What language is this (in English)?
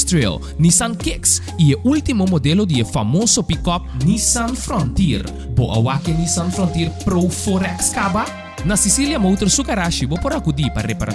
Papiamento